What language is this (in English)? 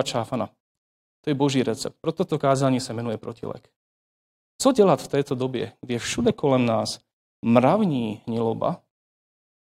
Czech